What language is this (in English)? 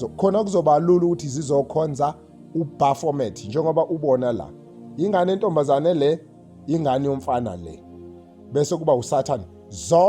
Zulu